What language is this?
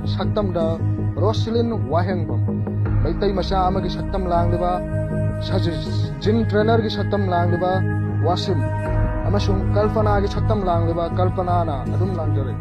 Manipuri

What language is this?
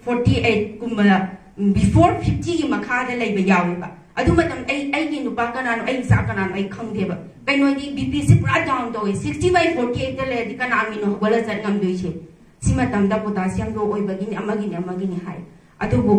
Manipuri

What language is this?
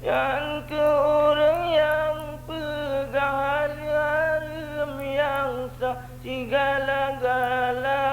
Achinese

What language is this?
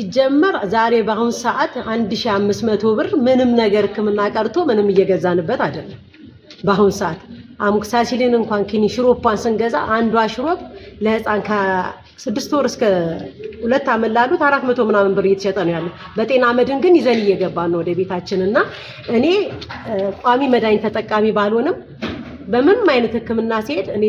Amharic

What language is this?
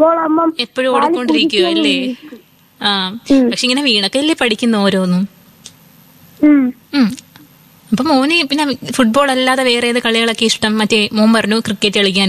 Malayalam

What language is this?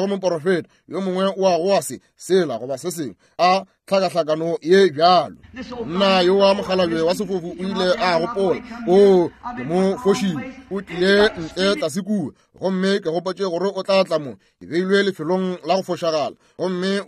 Northern Sotho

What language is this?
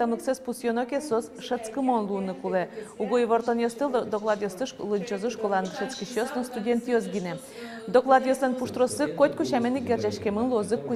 Udmurt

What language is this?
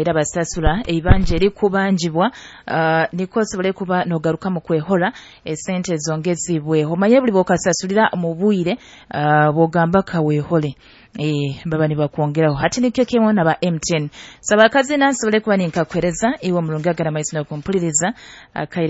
Nyoro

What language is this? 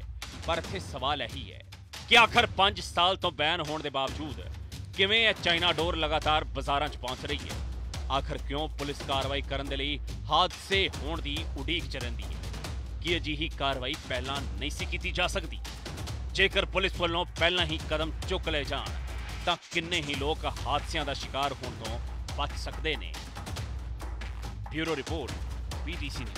Punjabi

